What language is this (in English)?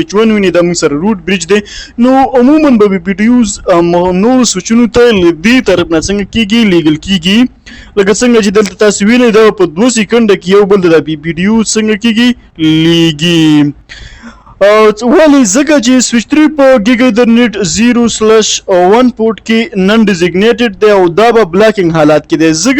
Pashto